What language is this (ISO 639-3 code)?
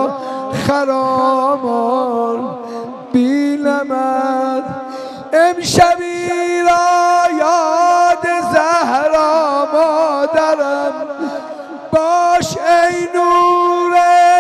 fas